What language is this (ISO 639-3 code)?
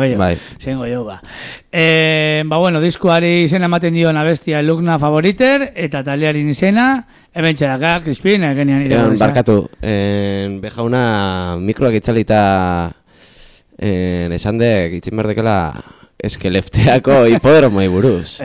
eus